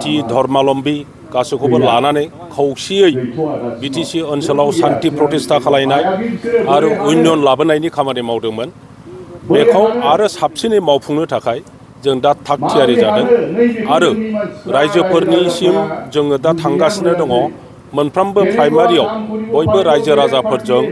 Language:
Bodo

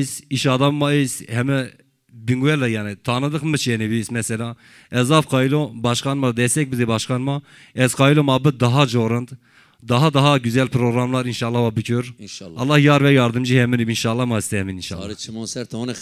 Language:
Zaza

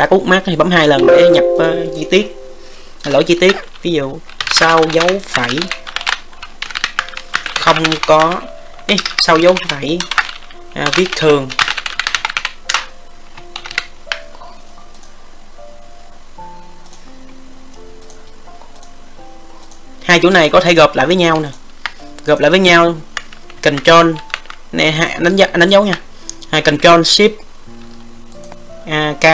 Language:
Vietnamese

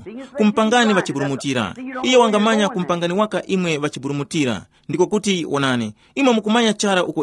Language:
Tumbuka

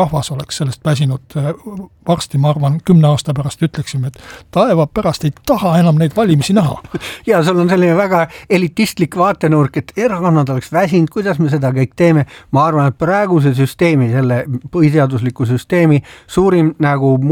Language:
Estonian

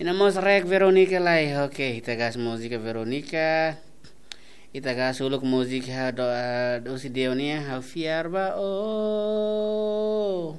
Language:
Tetum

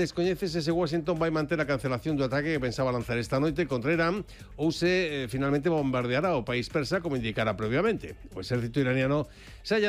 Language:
Galician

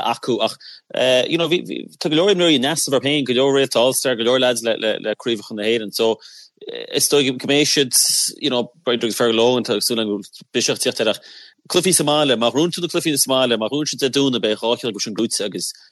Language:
Irish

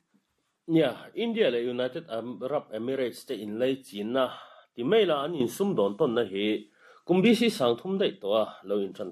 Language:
Mizo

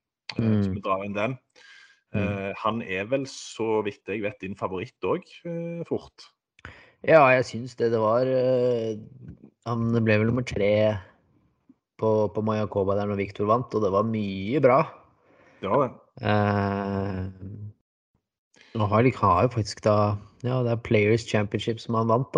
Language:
Norwegian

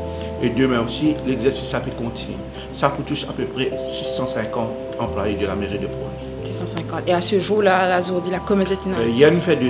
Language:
Morisyen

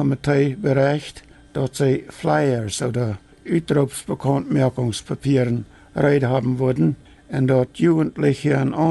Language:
Plautdietsch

